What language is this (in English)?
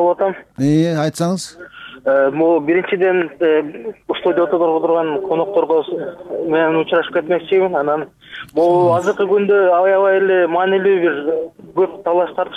Kyrgyz